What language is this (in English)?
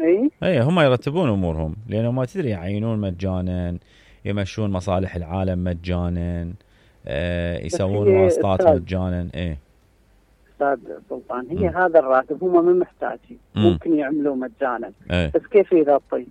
Mesopotamian Arabic